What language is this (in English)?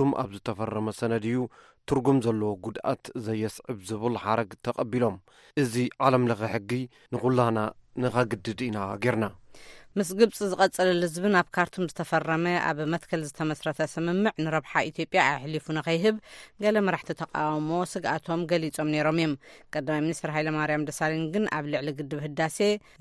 Tigrinya